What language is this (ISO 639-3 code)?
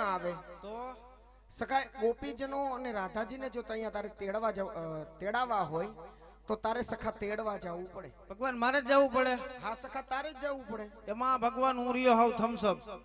guj